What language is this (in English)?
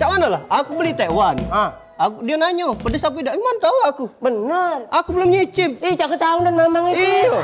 Musi